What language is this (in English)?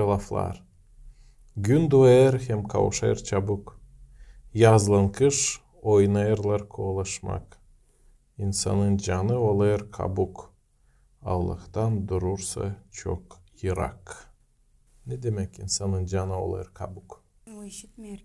Gagauz